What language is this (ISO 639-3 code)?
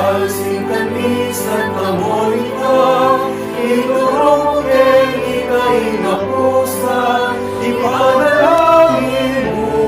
pam